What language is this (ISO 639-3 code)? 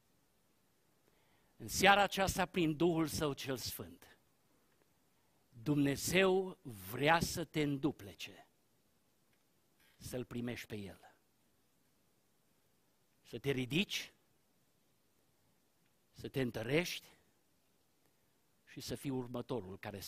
ron